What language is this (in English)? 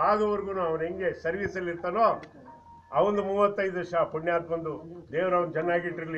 Kannada